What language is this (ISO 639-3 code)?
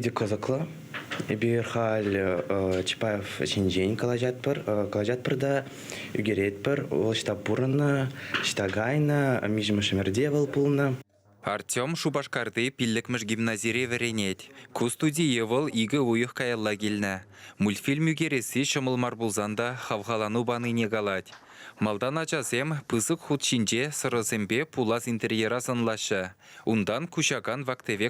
chv